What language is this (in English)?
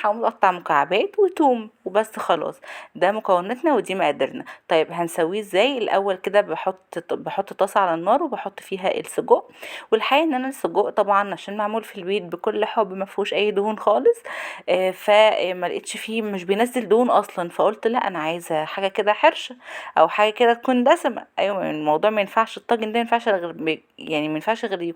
Egyptian Arabic